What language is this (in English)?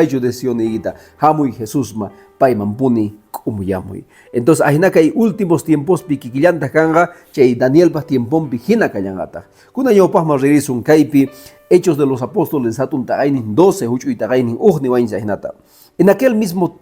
Quechua